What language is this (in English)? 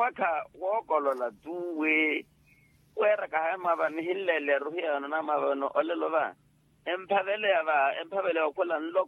Makhuwa